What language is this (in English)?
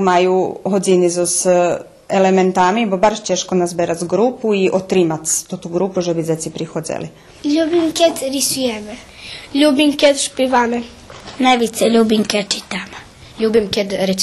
Rusyn